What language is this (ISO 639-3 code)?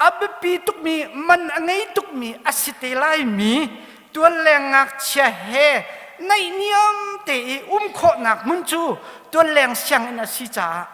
cnh